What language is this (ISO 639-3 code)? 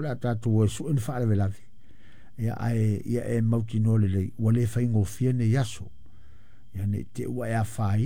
smo